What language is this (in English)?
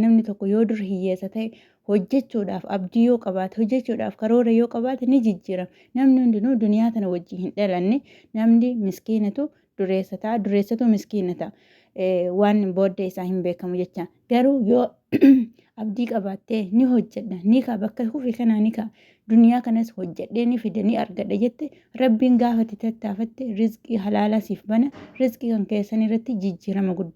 Oromo